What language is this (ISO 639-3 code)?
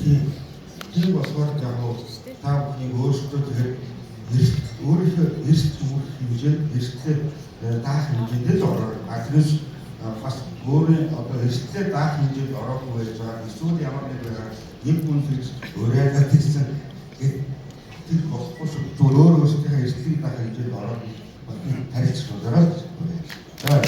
mon